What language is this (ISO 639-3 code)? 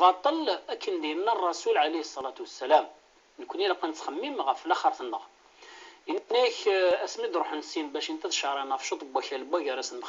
kab